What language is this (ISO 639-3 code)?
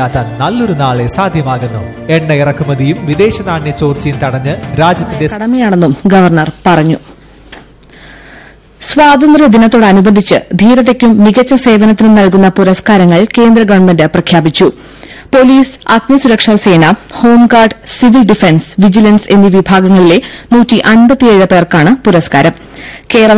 mal